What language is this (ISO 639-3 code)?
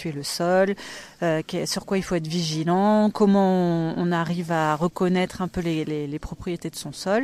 fra